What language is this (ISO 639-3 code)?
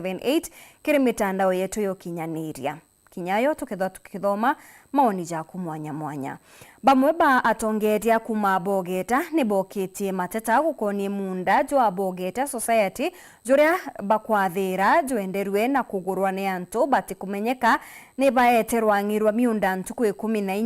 mer